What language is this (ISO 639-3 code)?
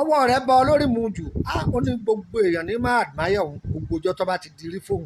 yor